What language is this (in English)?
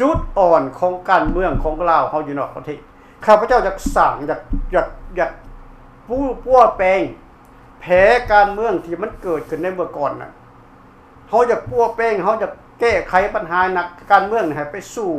Lao